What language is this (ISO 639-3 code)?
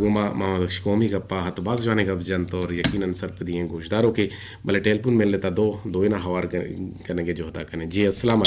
bgp